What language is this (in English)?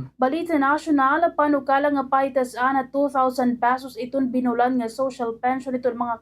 Waray